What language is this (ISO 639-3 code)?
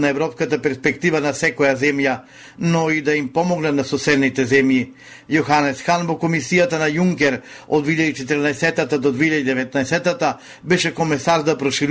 mkd